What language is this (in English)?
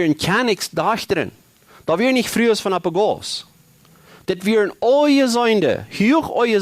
Plautdietsch